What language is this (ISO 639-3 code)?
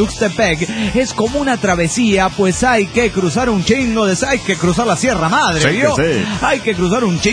spa